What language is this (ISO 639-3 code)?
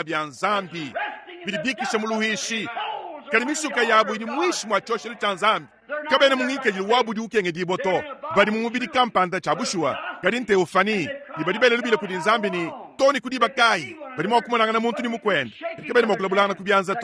lua